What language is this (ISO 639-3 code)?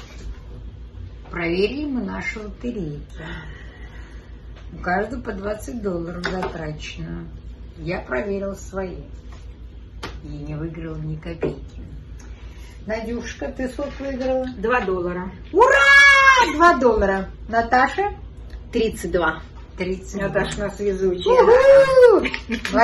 rus